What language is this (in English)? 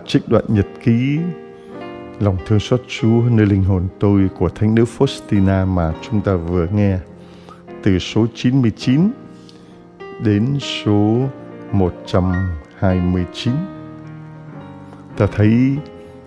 Vietnamese